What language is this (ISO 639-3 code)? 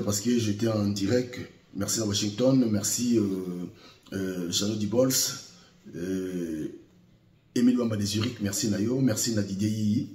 lin